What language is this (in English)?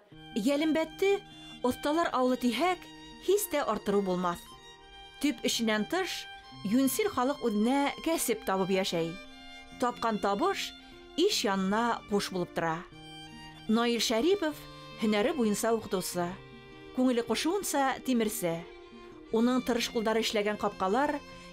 Bashkir